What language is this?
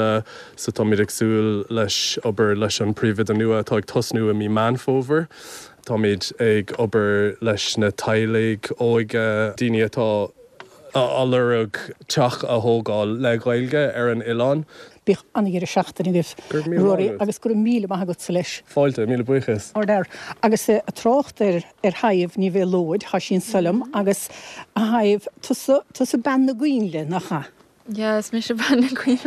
Irish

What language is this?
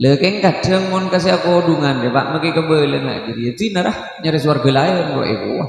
Madurese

